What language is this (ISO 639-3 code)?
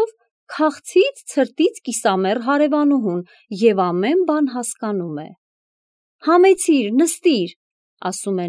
hye